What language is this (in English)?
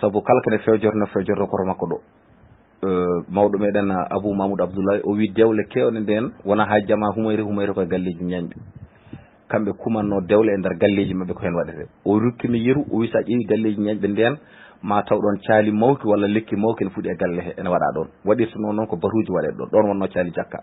Fula